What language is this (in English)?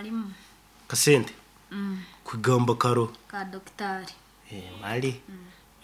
Nyoro